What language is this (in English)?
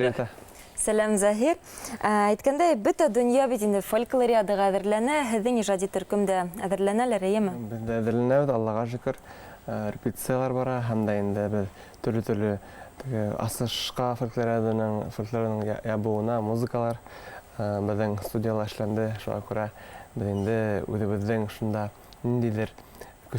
Bashkir